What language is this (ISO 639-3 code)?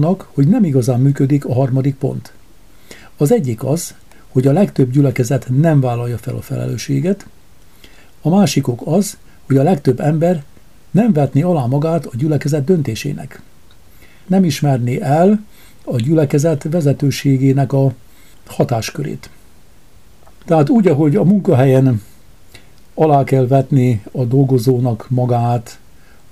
hun